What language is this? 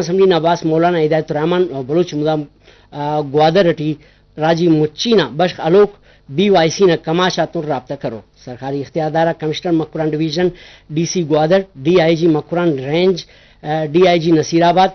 Brahui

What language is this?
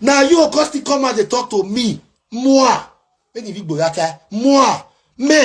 Nigerian Pidgin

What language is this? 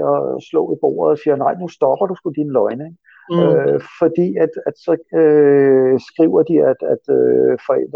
Danish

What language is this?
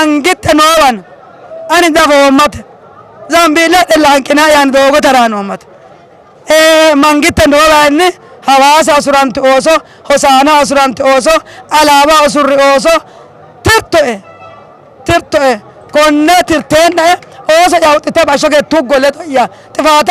Sidamo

